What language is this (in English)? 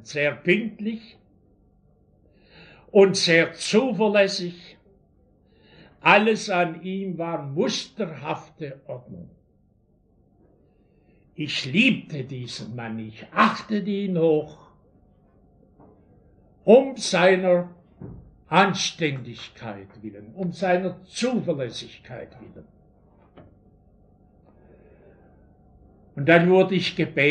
German